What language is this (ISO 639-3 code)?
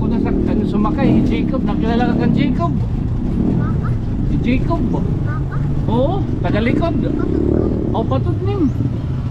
war